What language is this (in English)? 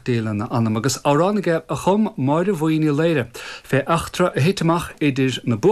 Irish